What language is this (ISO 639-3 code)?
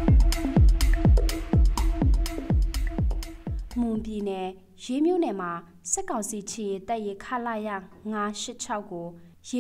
mya